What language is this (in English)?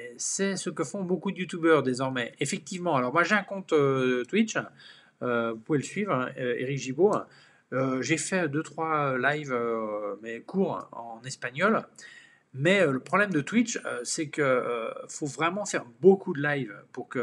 French